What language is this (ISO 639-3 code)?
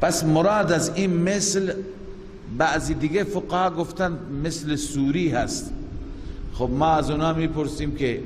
fas